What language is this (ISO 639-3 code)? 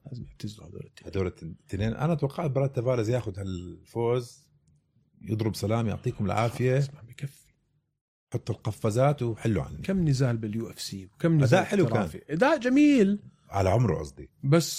apc